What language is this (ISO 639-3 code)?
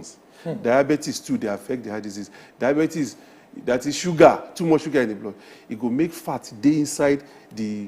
pcm